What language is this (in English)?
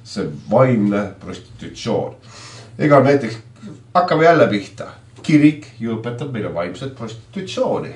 Estonian